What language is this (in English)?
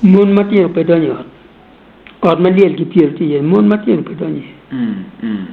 Acoli